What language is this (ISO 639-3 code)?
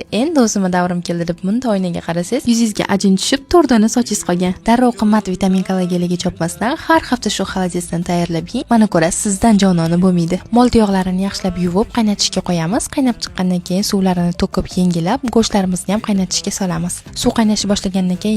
uzb